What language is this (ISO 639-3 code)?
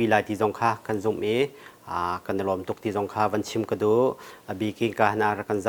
cnh